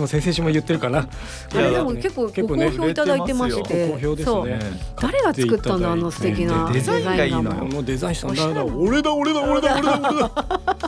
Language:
Japanese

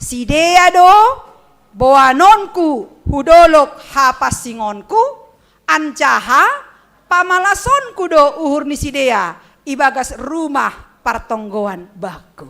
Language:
Batak Simalungun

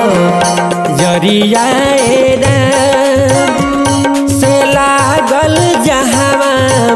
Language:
Bhojpuri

